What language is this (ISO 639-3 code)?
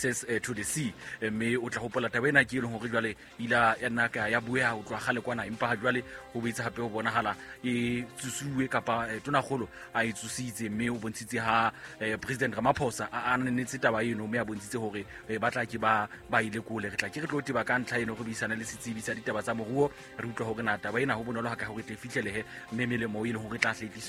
sot